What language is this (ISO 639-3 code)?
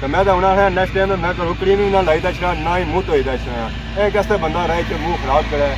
phr